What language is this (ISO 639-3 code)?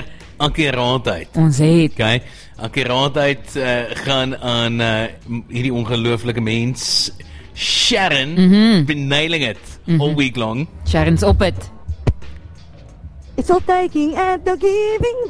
afr